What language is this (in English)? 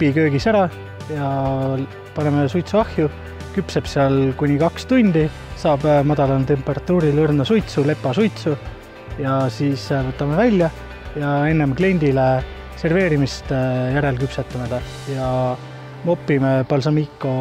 Estonian